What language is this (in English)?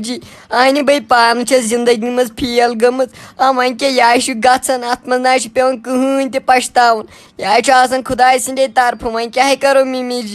Kashmiri